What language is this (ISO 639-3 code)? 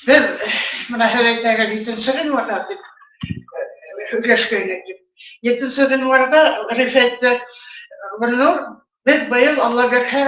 bak